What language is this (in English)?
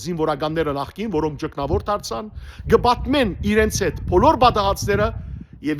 Western Armenian